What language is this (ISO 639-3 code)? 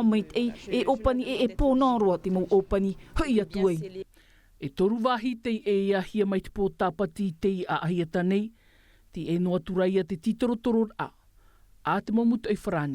tah